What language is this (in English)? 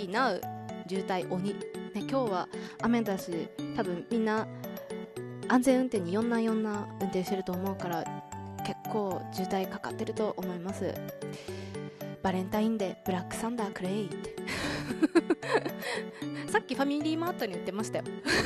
Japanese